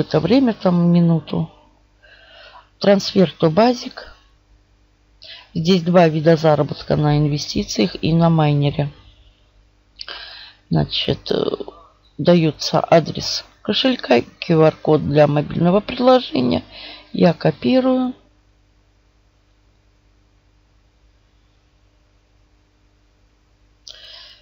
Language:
Russian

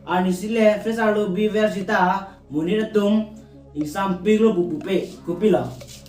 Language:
Karbi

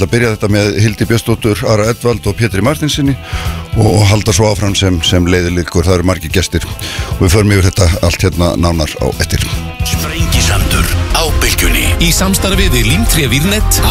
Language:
Icelandic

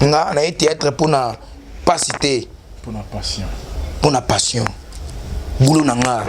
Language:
Lingala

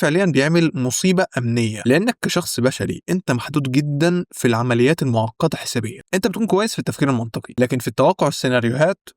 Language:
Egyptian Arabic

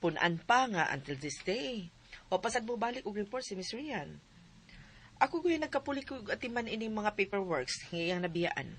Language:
Cebuano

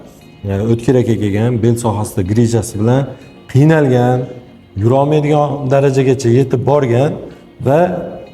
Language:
Uzbek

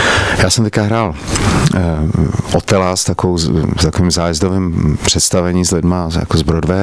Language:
Czech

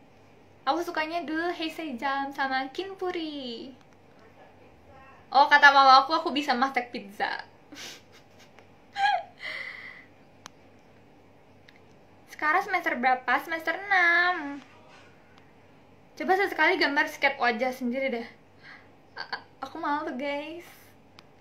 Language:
Indonesian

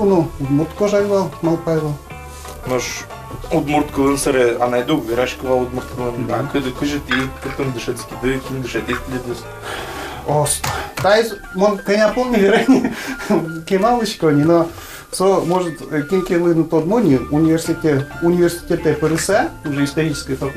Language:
Udmurt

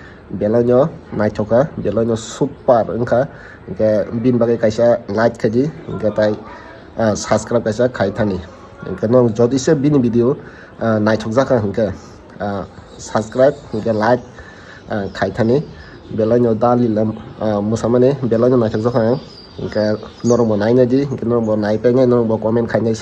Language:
Kok Borok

